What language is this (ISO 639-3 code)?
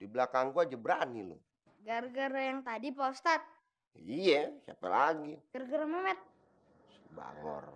bew